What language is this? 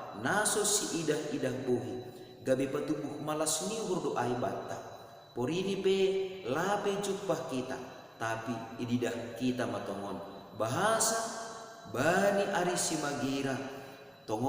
Batak Simalungun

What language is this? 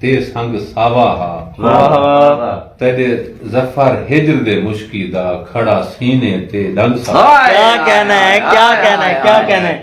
Saraiki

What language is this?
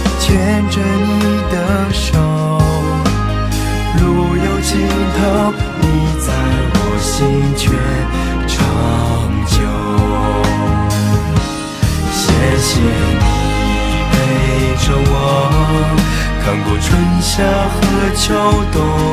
Chinese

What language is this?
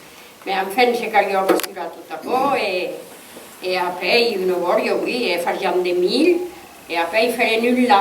Occitan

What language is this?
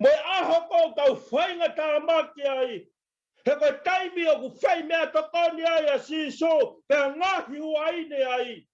Tongan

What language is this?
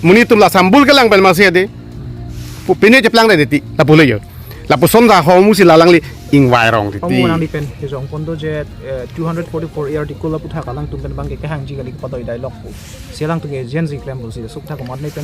Karbi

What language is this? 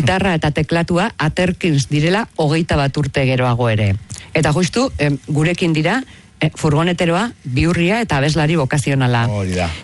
Basque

